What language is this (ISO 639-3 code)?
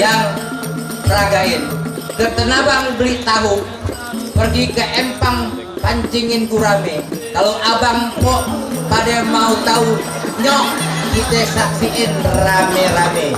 bew